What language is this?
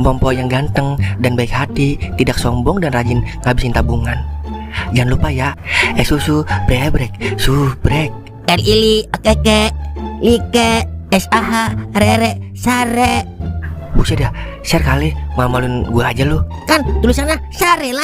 Betawi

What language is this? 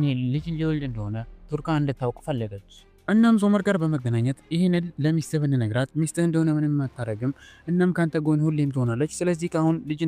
Amharic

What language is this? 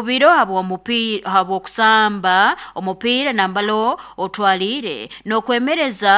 Nyoro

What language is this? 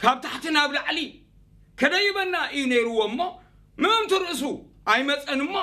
Tigrinya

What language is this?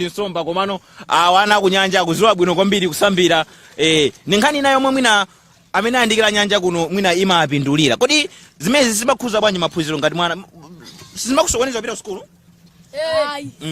Nyanja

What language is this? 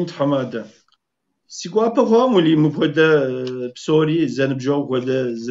Kabardian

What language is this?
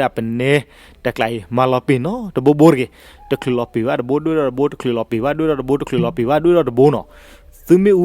S'gaw Karen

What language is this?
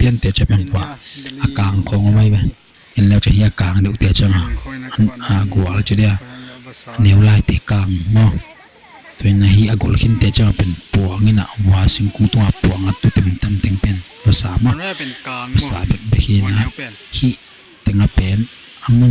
Tedim Chin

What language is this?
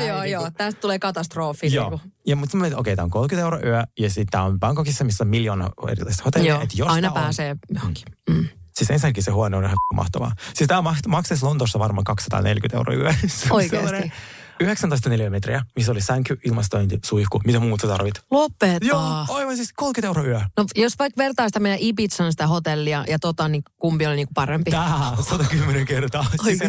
Finnish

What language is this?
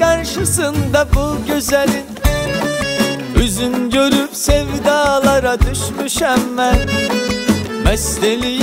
Turkish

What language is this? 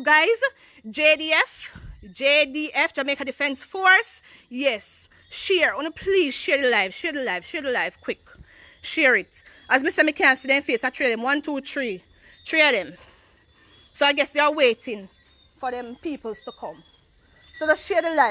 Jamaican Creole English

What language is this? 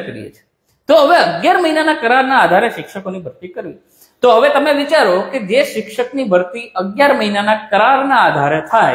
Gujarati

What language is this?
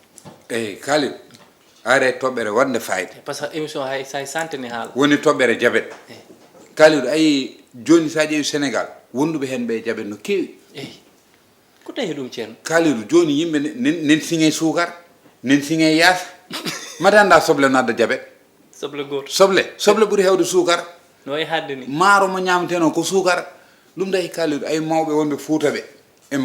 Fula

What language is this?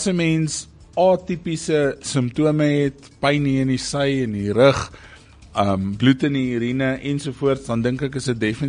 Afrikaans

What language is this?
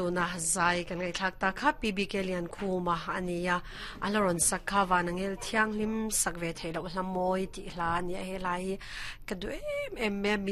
Mizo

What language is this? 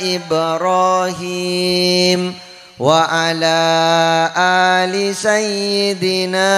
Madurese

